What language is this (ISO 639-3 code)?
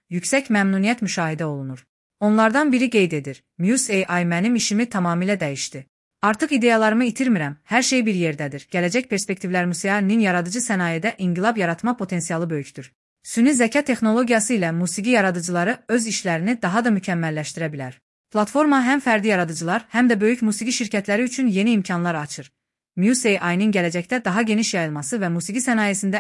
aze